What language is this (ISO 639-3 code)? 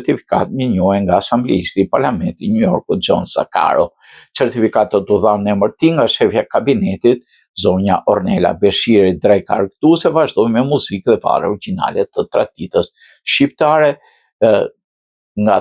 sqi